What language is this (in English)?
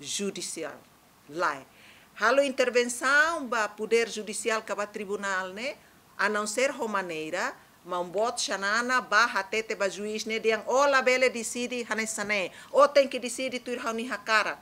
Tetum